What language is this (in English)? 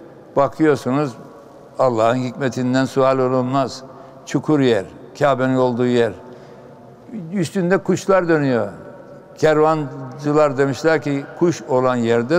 Turkish